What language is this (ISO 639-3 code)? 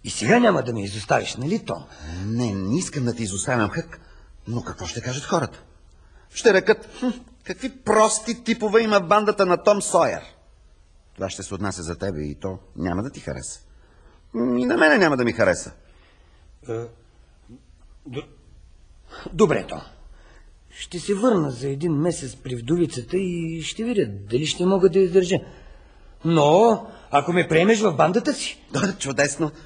bul